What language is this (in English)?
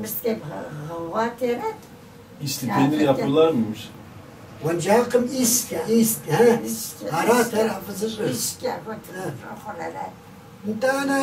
Kabardian